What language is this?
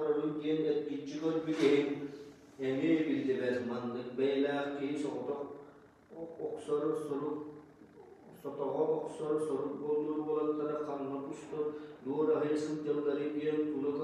Yakut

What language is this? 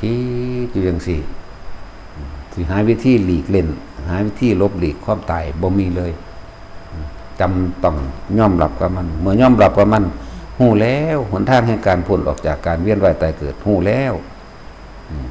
Lao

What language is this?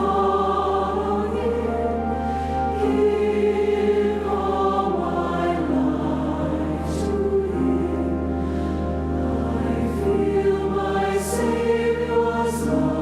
Tahitian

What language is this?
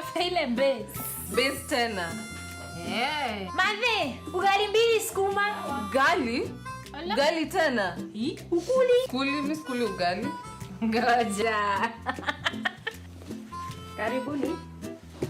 Meru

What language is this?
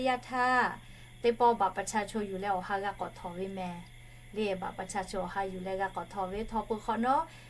Lahu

